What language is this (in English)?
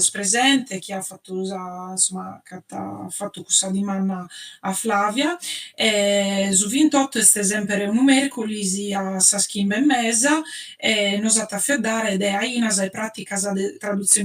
Sardinian